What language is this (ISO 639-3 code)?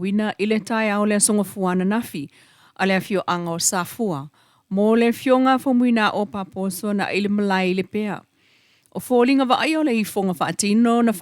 smo